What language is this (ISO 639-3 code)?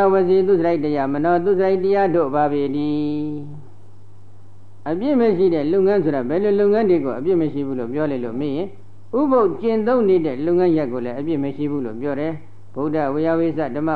mya